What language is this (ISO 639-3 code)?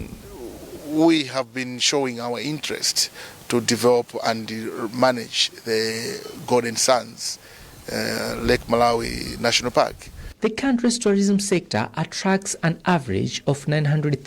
eng